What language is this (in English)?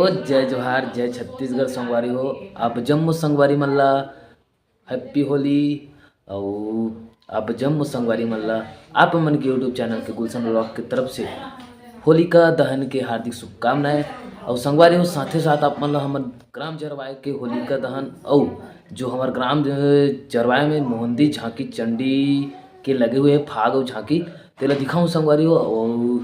Chhattisgarhi